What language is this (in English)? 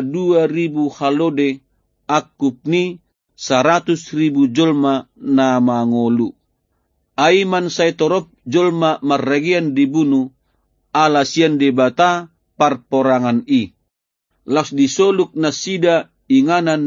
Batak Toba